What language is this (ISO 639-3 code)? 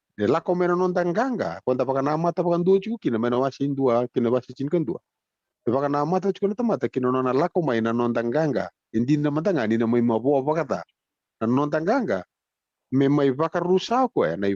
fij